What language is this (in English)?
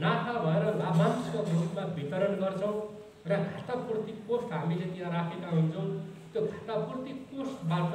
Nepali